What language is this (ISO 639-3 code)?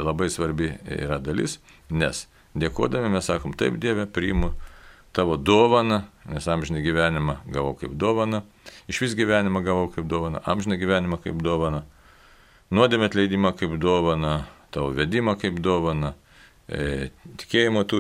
lit